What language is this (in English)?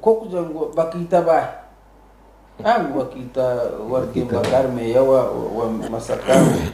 Nyankole